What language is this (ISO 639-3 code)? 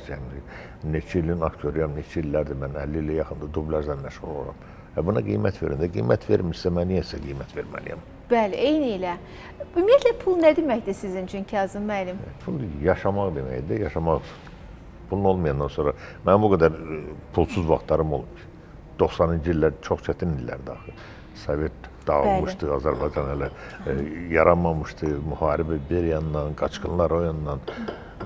aze